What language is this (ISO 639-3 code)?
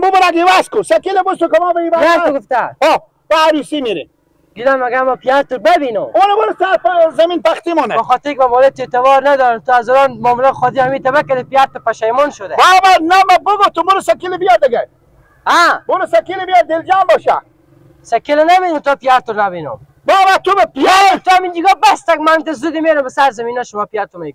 fas